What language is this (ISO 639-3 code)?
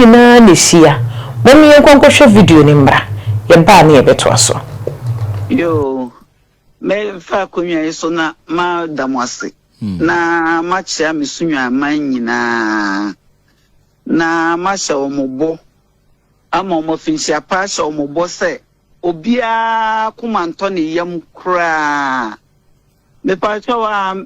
aka